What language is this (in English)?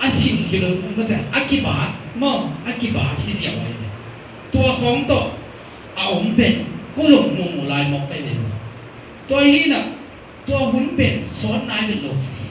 Tedim Chin